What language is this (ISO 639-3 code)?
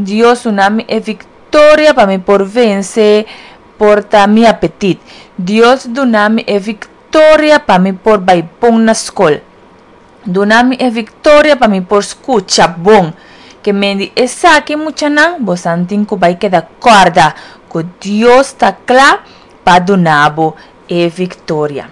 pap